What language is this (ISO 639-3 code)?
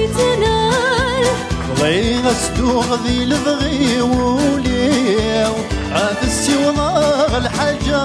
kab